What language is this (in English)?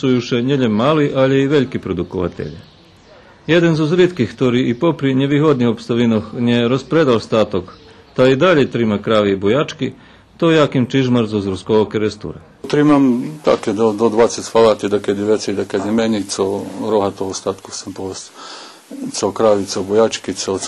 Rusyn